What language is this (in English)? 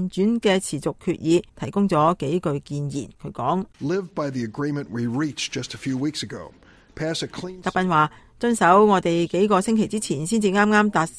Cantonese